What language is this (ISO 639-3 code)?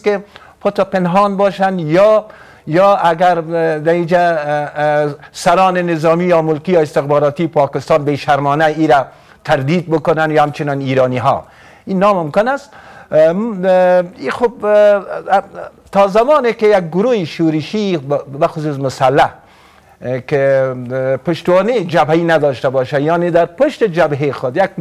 fas